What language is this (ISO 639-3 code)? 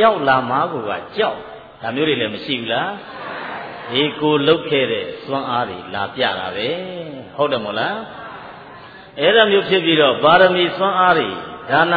mya